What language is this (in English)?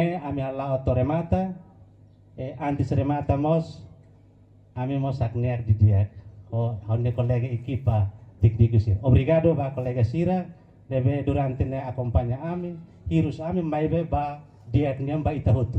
Tetum